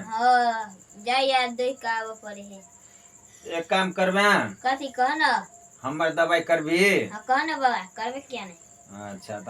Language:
Maithili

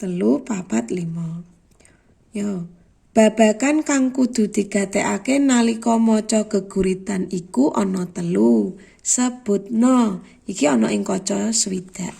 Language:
Javanese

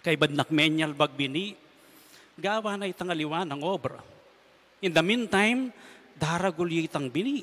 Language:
Pampanga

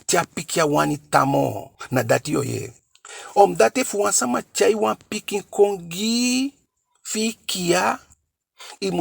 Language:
Eastern Maroon Creole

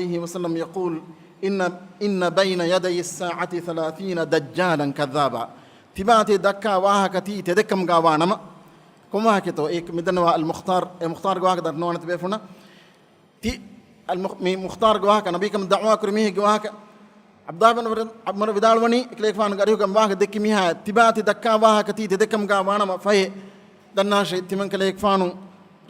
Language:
Divehi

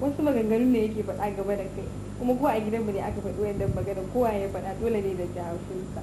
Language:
Hausa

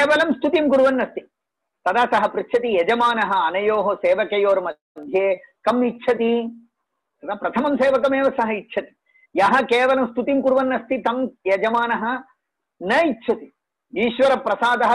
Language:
Sanskrit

